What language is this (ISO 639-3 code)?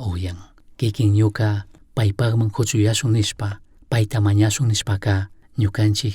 qug